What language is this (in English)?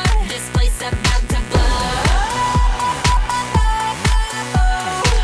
English